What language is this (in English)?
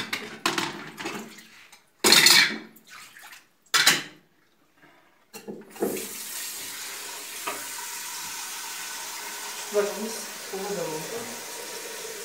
Turkish